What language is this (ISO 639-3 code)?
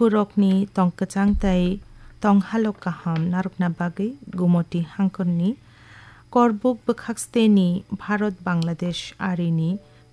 trp